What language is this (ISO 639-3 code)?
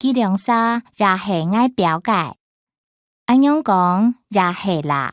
hak